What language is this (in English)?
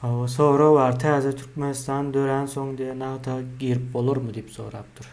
Turkmen